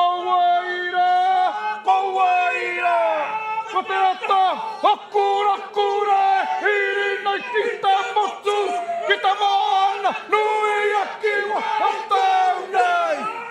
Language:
Māori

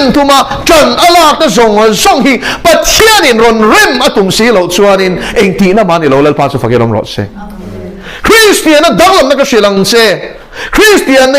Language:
Mizo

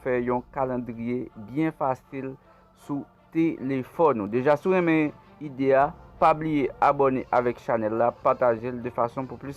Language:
Haitian Creole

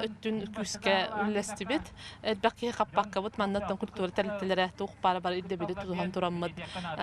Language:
Yakut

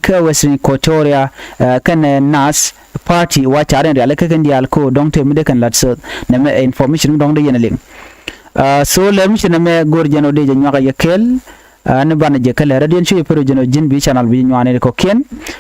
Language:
Nuer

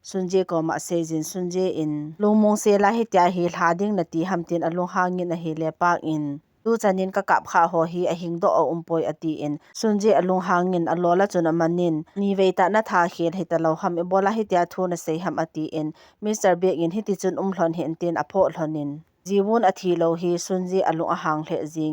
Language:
Thado Chin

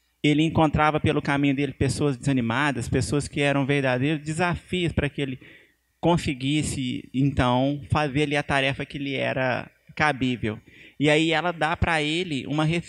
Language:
Portuguese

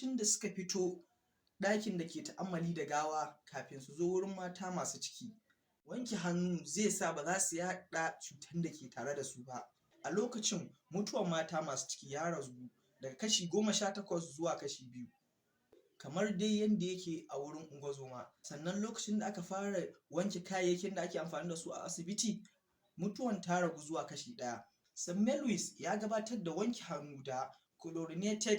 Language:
Hausa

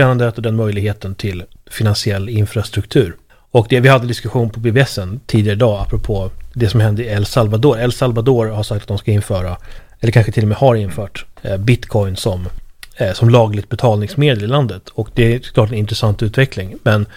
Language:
Swedish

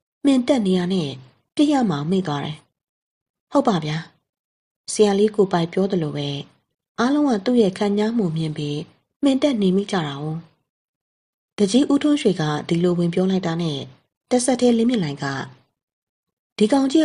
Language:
Burmese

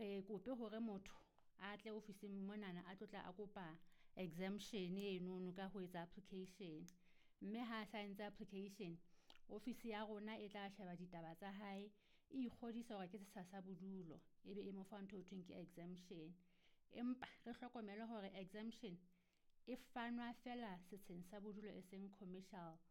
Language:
Southern Sotho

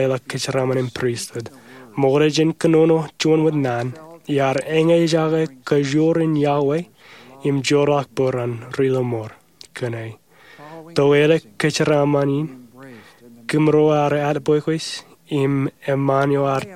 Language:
Marshallese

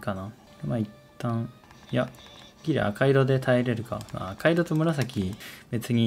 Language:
Japanese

